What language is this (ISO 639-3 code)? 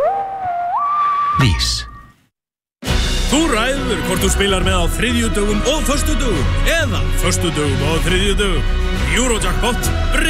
isl